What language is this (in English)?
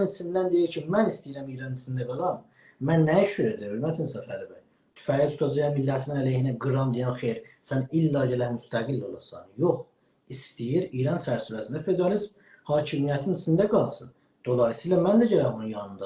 South Azerbaijani